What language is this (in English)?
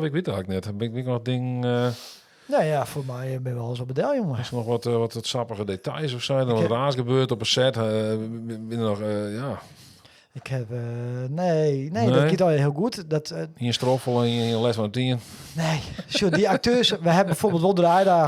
Western Frisian